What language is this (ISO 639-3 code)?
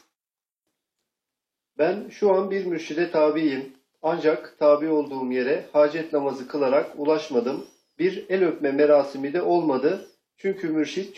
tur